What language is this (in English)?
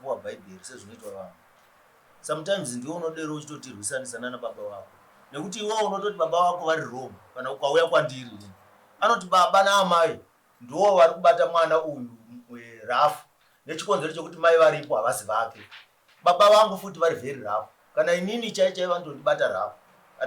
Shona